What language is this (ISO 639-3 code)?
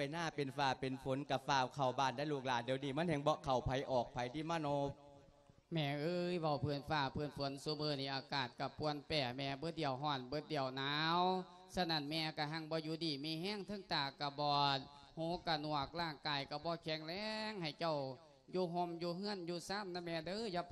lao